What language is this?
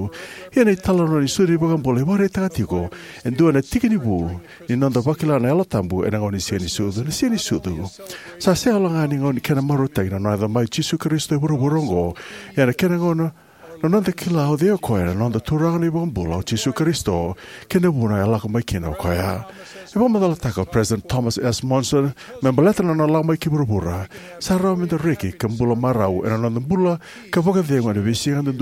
Fijian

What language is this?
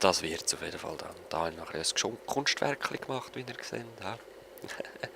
Swiss German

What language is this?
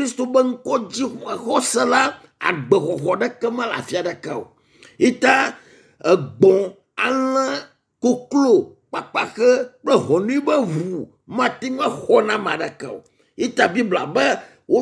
Ewe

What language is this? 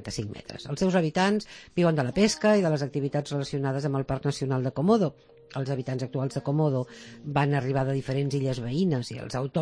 Catalan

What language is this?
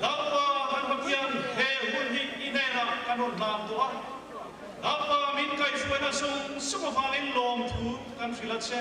Mizo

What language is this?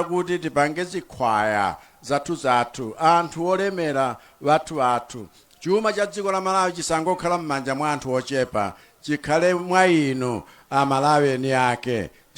Nyanja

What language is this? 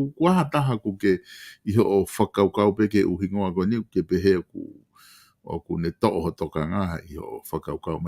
Tongan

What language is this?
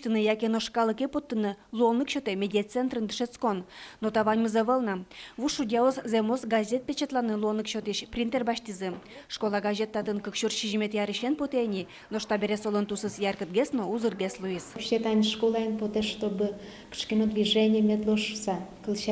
Udmurt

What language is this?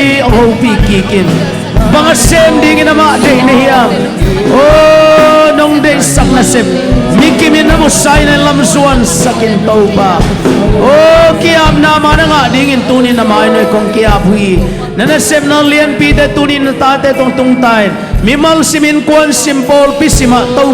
Tedim Chin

